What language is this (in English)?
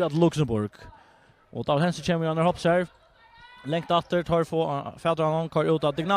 Faroese